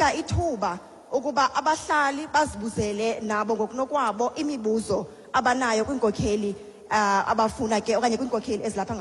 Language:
Xhosa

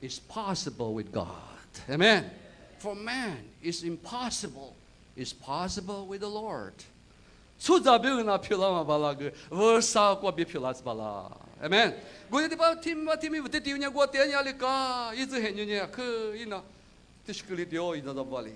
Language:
Lisu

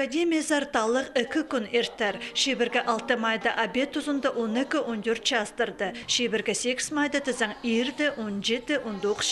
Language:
Khakas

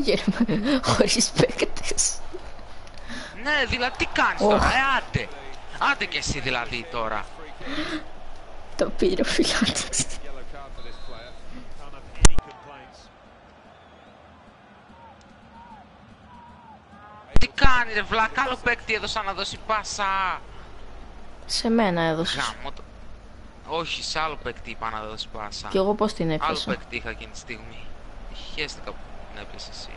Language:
Greek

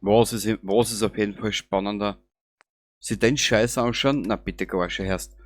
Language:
Bavarian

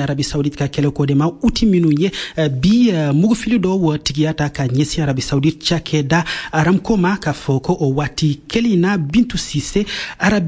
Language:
Bambara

